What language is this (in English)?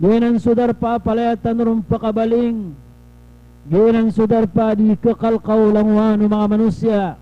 Maranao